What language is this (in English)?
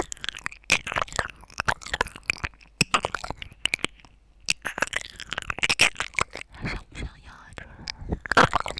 Chinese